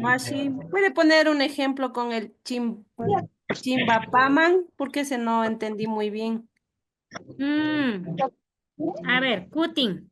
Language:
Imbabura Highland Quichua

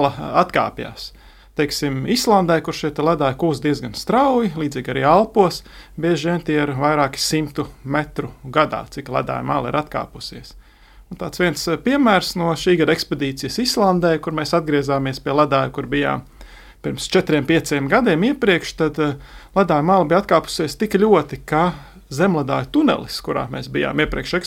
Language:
Latvian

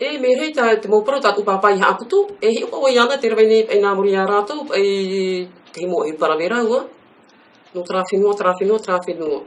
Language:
Tahitian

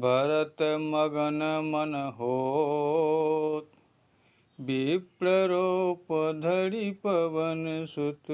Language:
Maithili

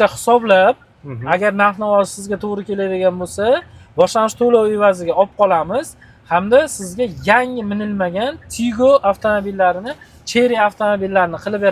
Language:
Uzbek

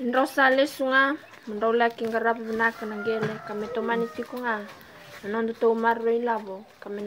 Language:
Fijian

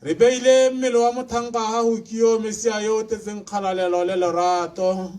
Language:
Tswana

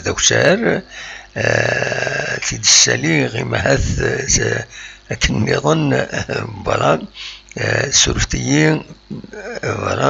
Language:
Kabyle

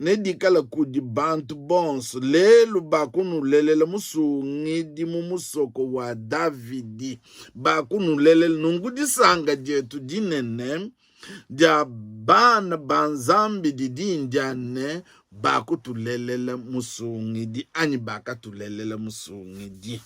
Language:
Luba-Lulua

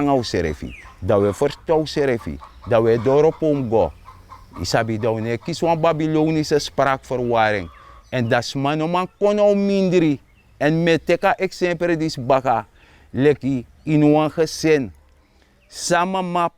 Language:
Sranan Tongo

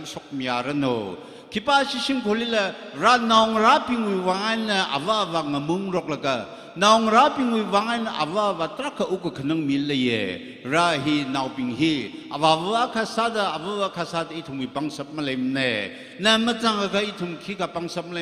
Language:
Tangkhul Naga (India)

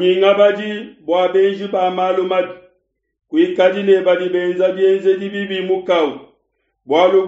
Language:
Luba-Lulua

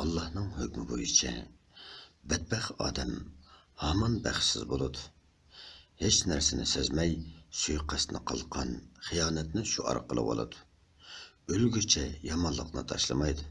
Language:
Uyghur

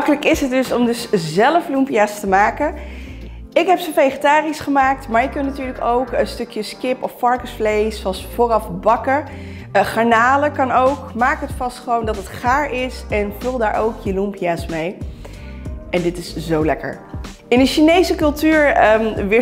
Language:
Dutch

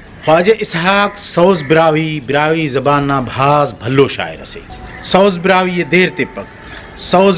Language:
Brahui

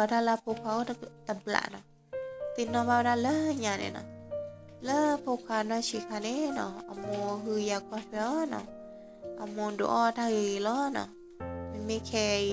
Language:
S'gaw Karen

